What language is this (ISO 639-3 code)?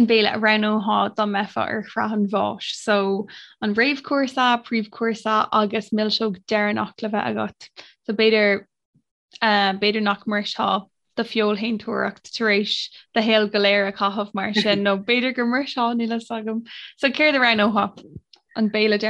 gle